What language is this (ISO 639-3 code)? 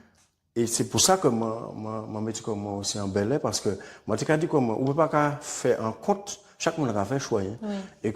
gcf